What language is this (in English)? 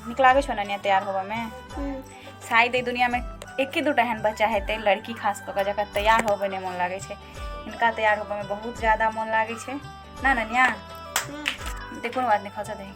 Maithili